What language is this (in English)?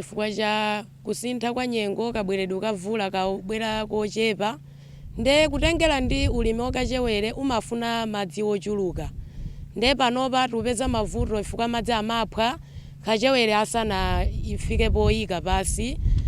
Nyanja